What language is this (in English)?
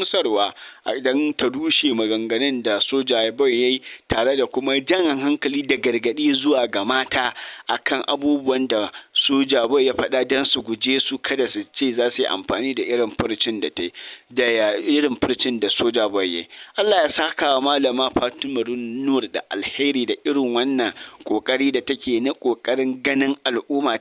Hausa